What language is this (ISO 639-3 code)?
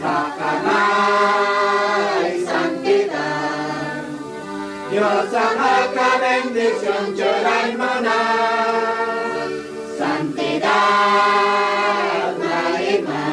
aym